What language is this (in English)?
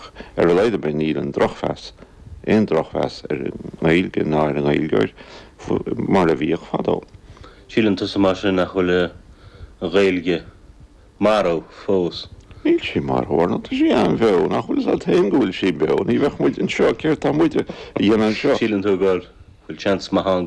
Irish